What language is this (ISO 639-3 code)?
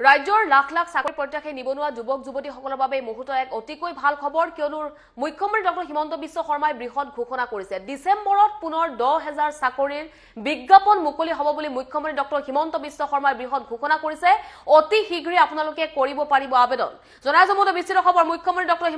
asm